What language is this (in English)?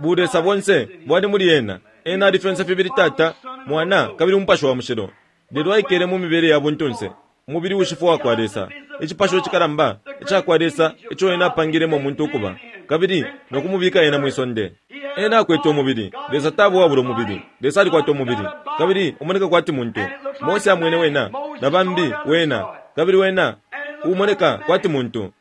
Bemba